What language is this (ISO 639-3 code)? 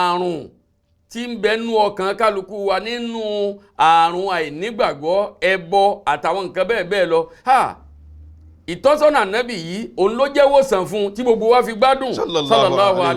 yor